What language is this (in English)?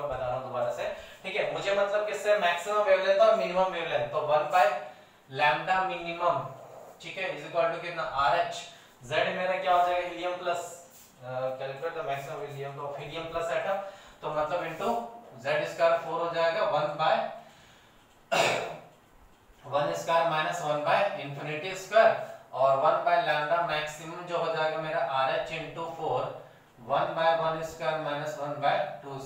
Hindi